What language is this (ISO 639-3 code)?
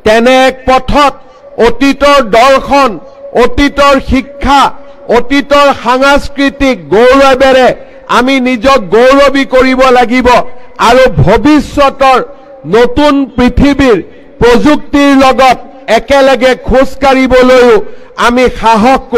asm